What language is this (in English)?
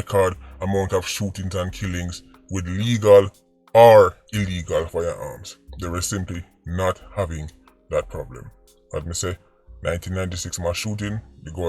Jamaican Creole English